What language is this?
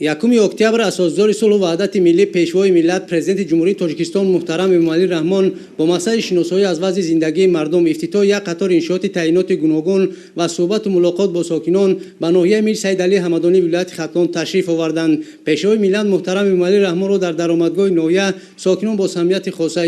Tajik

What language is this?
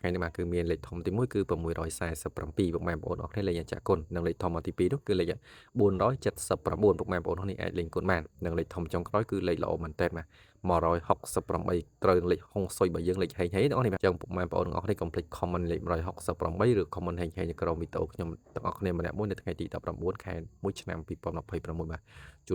Khmer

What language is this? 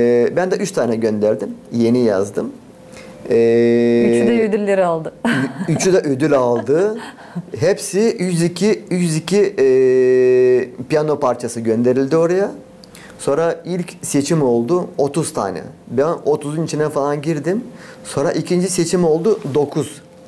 Gagauz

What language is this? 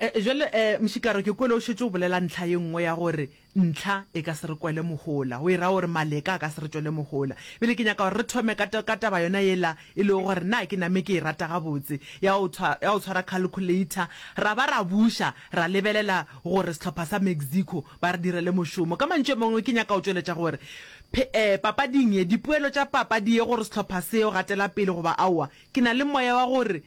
Northern Sotho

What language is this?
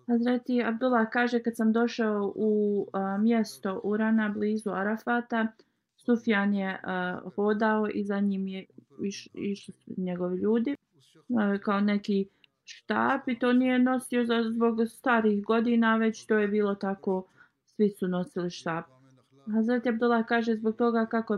Bosnian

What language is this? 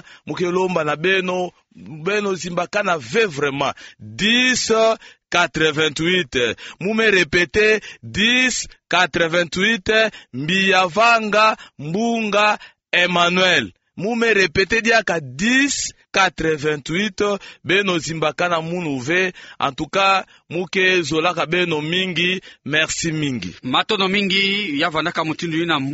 Kituba (Democratic Republic of Congo)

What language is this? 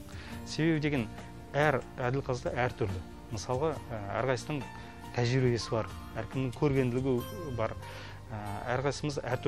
Kazakh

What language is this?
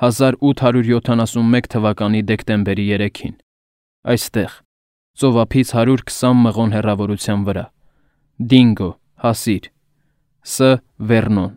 Armenian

